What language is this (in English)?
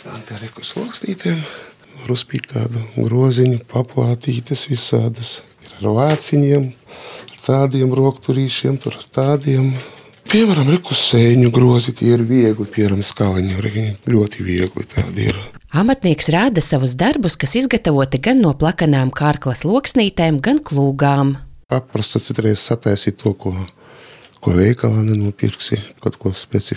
Latvian